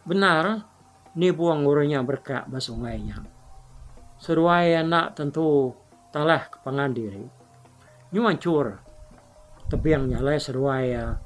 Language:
Iban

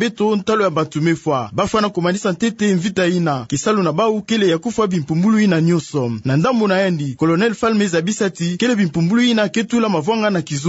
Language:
Kituba (Democratic Republic of Congo)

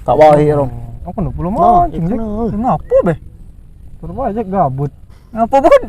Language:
Musi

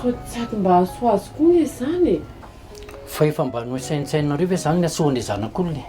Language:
Malagasy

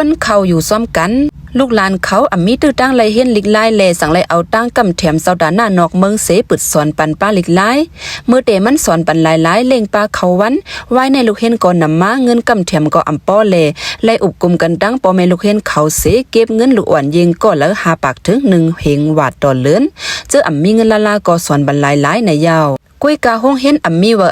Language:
Lao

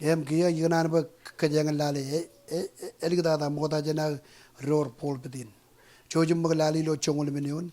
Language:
Marshallese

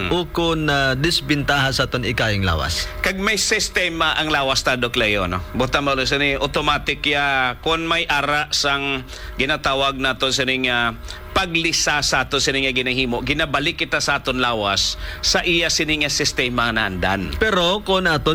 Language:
Hiligaynon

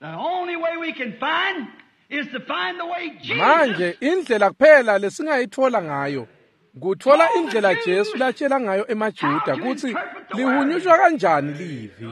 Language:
Swati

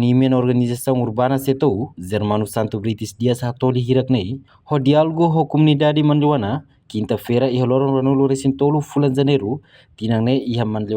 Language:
Tetum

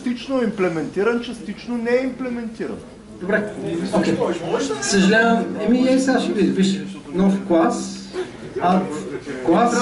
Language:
Bulgarian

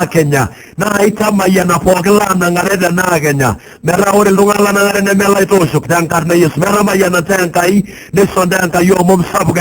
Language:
Masai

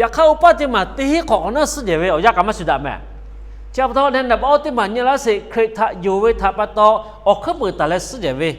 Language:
Lahu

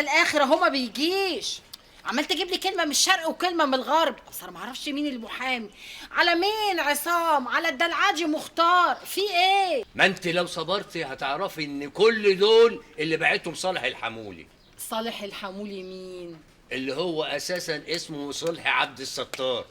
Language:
Egyptian Arabic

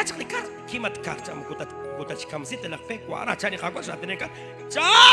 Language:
Kekchí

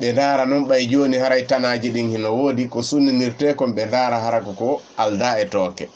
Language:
Fula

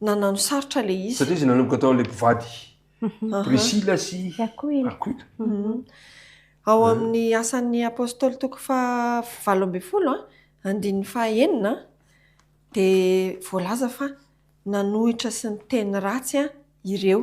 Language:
Malagasy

